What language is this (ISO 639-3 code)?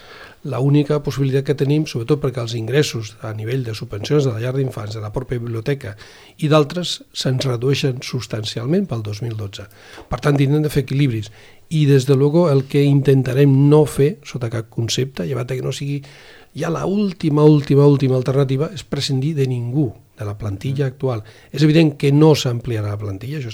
cat